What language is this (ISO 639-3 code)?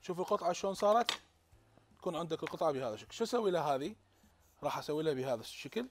acm